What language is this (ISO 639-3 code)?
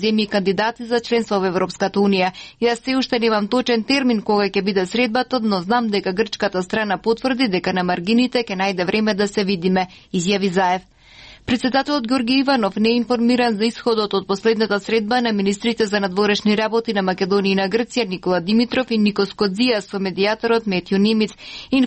mkd